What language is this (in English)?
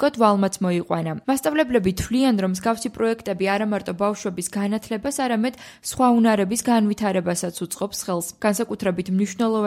Georgian